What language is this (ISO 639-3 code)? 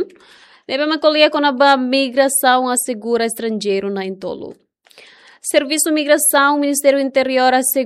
tet